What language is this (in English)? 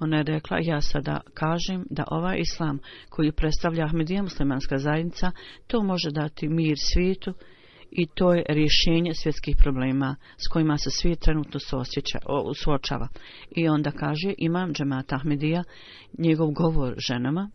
Bosnian